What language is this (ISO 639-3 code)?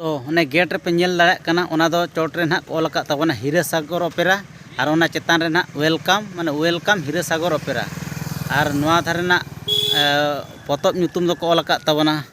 sat